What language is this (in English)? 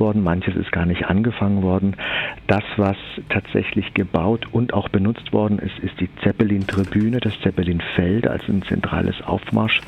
German